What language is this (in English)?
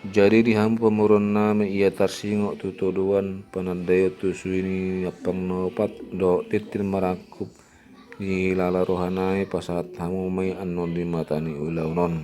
Batak Toba